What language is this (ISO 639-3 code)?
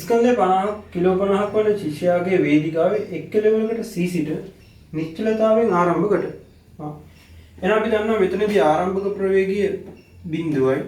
sin